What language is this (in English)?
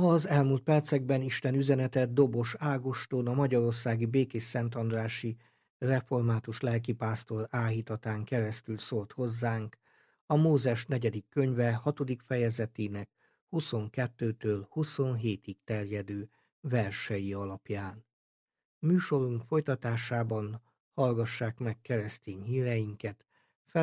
Hungarian